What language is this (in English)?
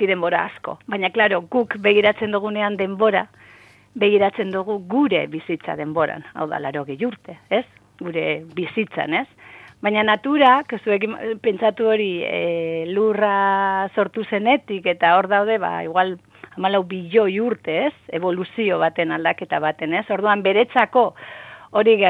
Basque